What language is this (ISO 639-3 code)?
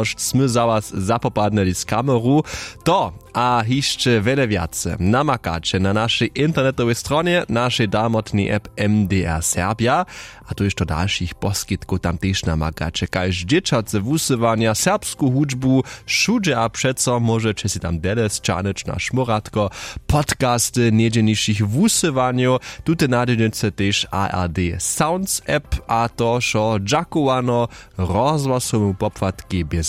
hsb